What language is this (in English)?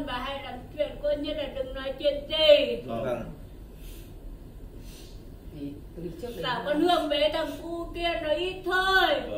Vietnamese